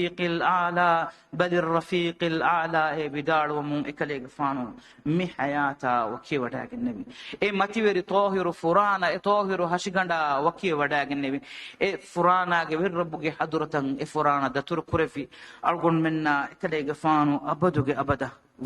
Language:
Divehi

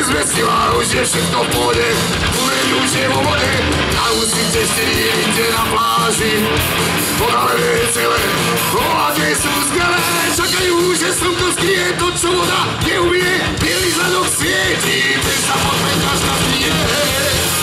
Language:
Slovak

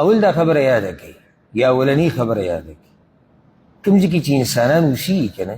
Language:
Pashto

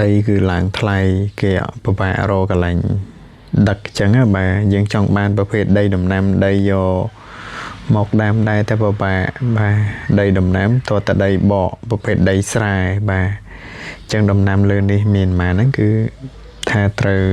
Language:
Khmer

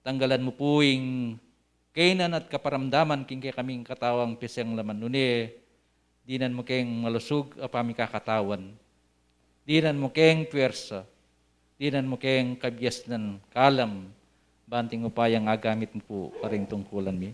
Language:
Pampanga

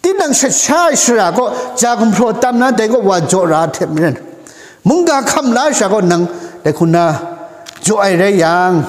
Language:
Kachin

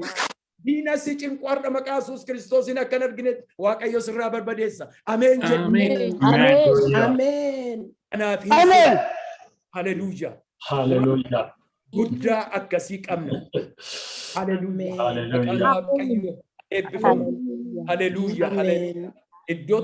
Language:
Oromo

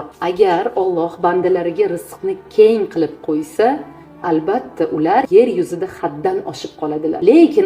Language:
Uzbek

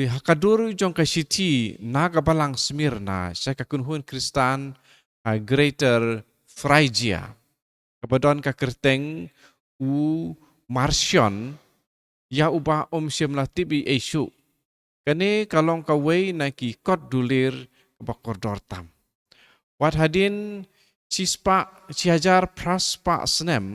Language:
Khasi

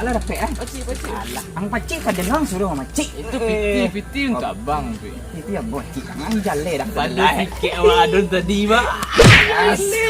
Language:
Minangkabau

